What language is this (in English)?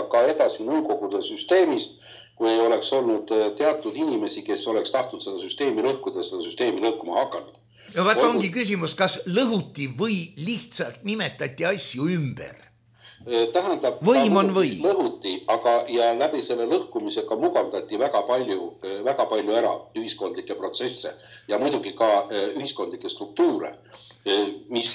Estonian